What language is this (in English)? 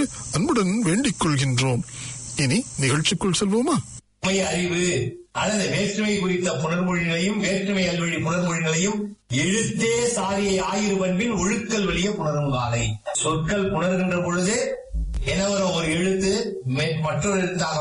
Tamil